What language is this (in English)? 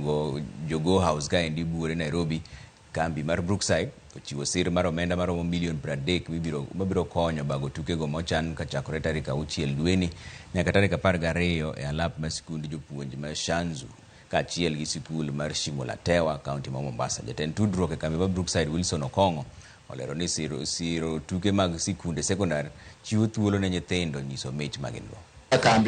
Luo (Kenya and Tanzania)